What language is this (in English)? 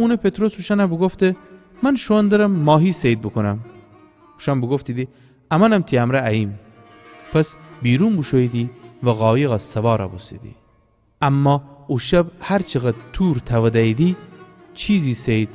Gilaki